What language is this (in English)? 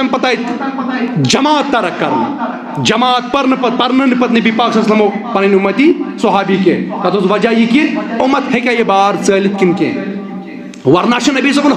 Kashmiri